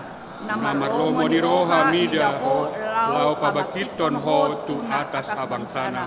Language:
Batak Toba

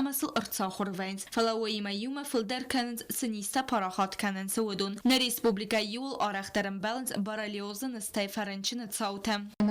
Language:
Ossetic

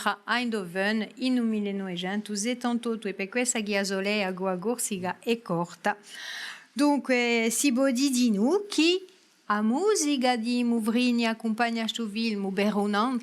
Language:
Corsican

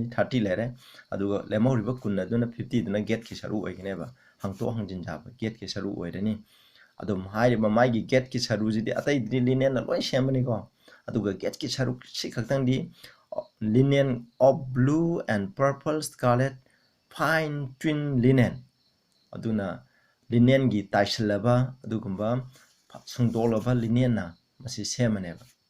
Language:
Manipuri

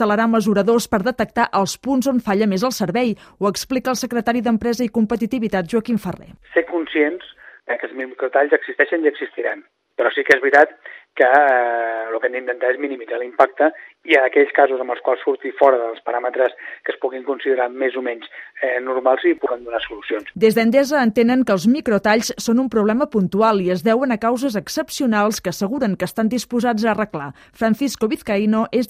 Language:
Catalan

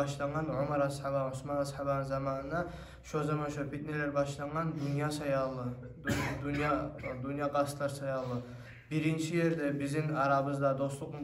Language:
Kumyk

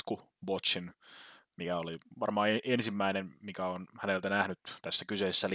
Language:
Finnish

